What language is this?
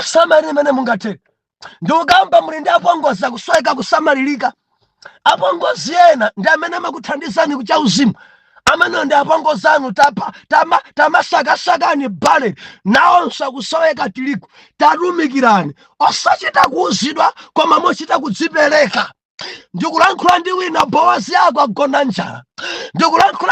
Nyanja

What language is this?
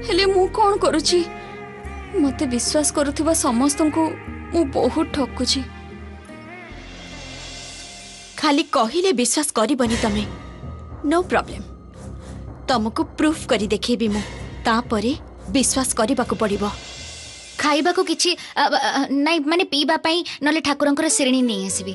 Odia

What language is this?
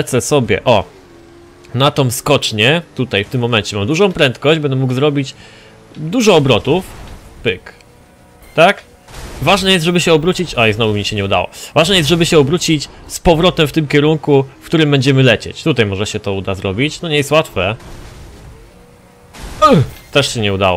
Polish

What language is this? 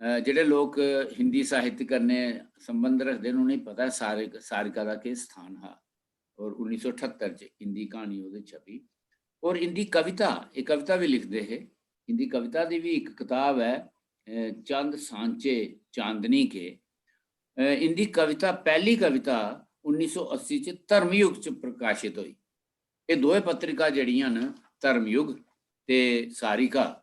Dogri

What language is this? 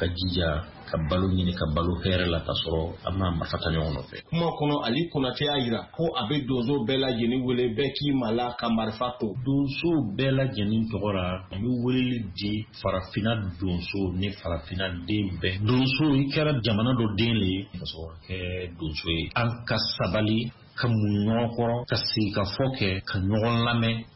Bambara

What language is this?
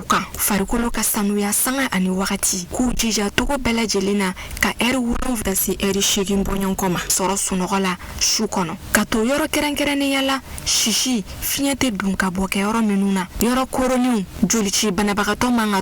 Bambara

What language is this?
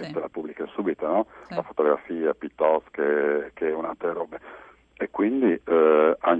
Friulian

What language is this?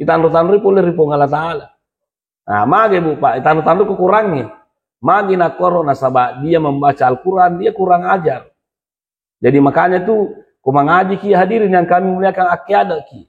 Buginese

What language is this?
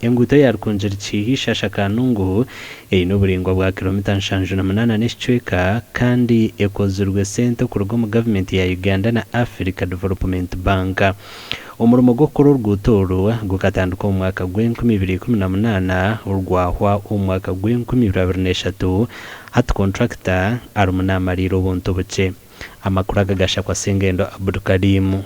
Nyankole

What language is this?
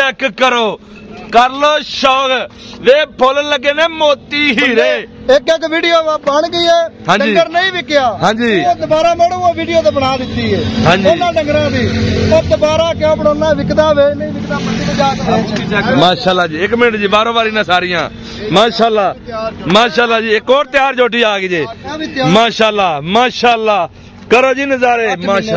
Punjabi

